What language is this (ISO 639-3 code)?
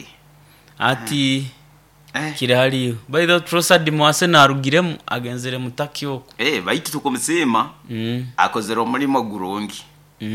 nyo